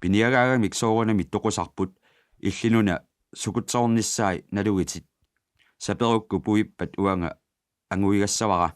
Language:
Kalaallisut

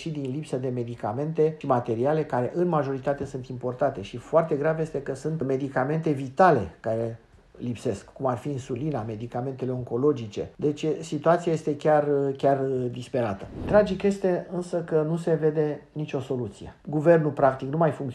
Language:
Romanian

